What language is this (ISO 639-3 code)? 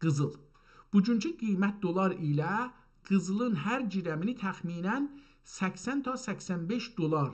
azb